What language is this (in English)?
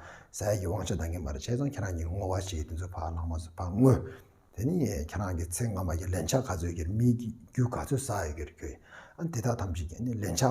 Tibetan